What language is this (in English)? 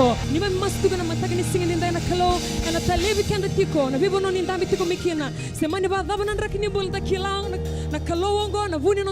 Fijian